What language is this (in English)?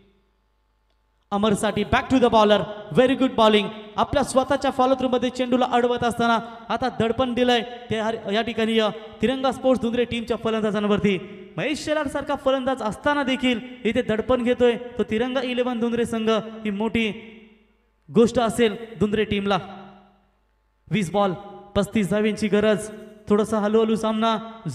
Marathi